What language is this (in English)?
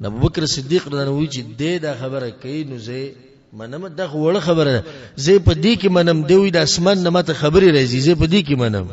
Pashto